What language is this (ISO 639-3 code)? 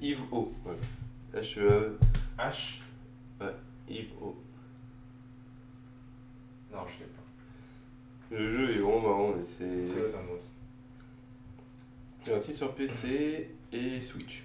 fra